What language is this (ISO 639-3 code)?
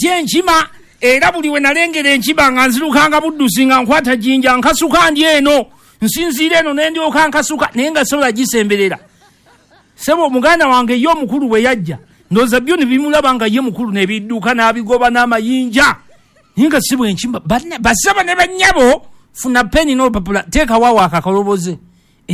lug